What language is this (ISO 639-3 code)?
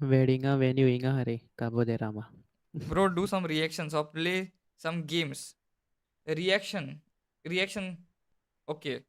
kok